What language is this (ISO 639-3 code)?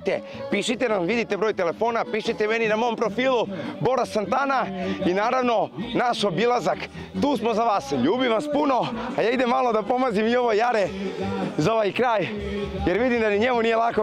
srp